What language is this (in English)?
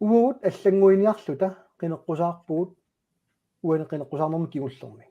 Kalaallisut